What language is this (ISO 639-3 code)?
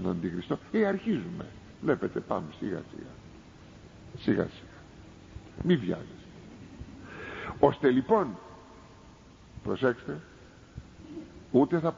ell